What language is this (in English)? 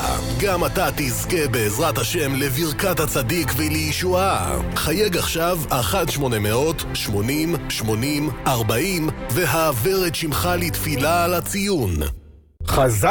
Hebrew